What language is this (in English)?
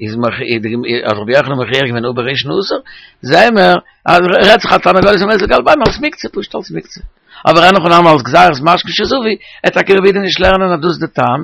Yiddish